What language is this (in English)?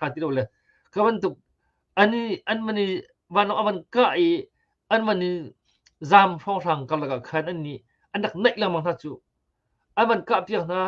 Hakha Chin